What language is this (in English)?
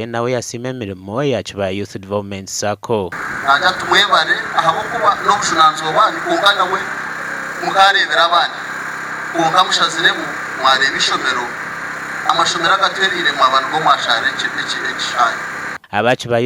Nyankole